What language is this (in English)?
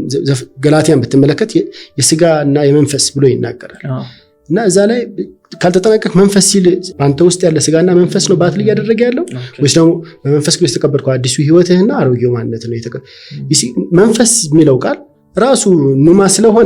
Amharic